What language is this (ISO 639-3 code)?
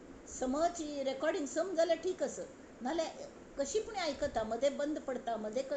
kok